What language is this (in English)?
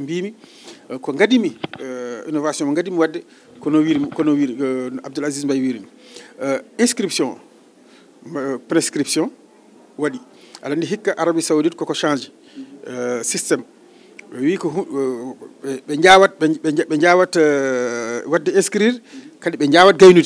Fula